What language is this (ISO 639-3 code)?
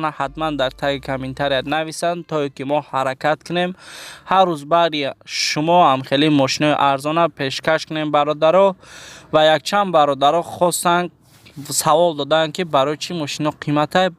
tgk